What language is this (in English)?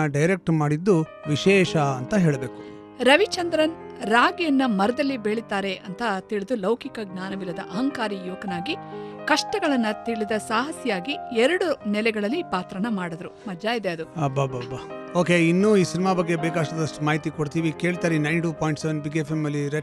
Kannada